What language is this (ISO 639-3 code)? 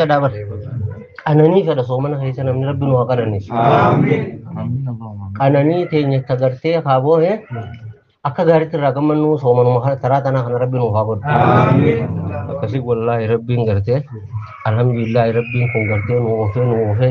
orm